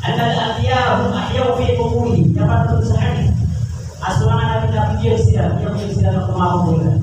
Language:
Maranao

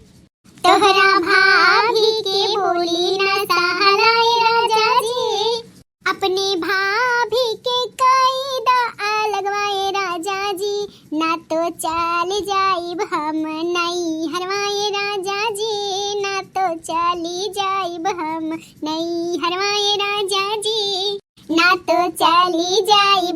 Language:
Bhojpuri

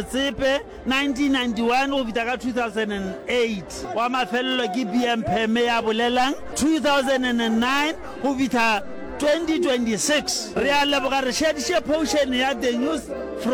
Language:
Northern Sotho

